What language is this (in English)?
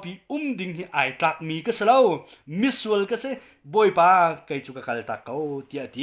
Hakha Chin